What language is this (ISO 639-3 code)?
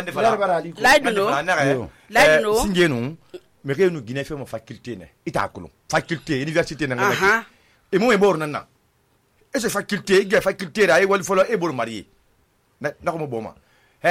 sus